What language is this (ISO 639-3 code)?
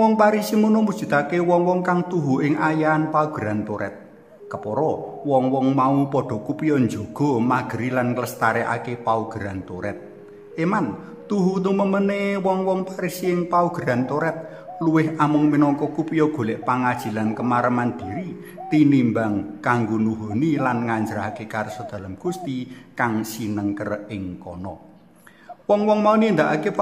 jav